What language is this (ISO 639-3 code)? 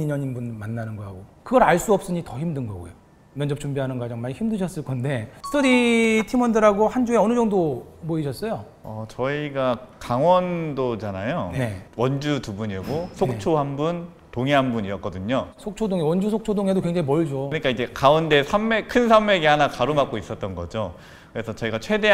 kor